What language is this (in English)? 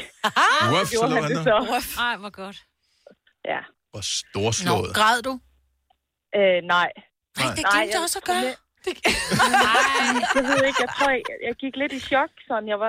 Danish